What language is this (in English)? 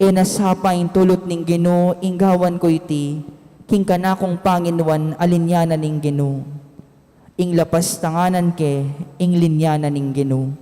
Pampanga